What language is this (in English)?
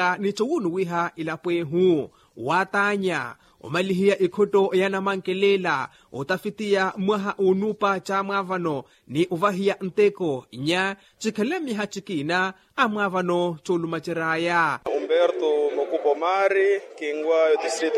Makhuwa